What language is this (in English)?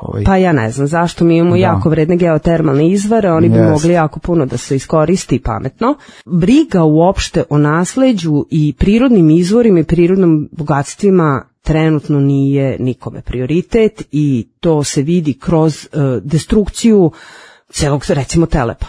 Serbian